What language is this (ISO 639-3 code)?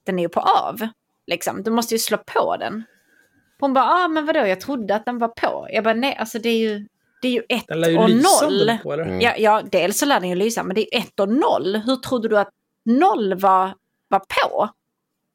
swe